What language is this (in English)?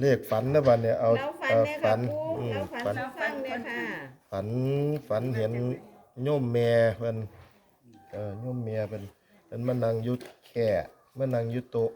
Northeastern Thai